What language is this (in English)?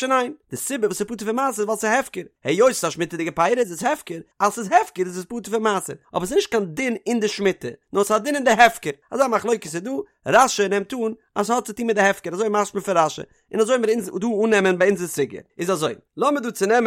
Yiddish